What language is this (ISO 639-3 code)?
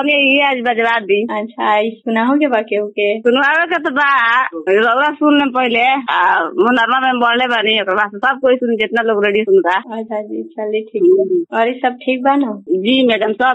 bho